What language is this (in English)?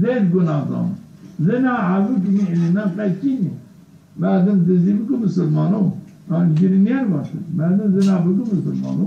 Zaza